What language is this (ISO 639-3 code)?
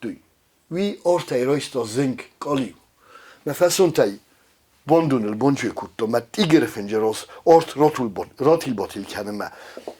oss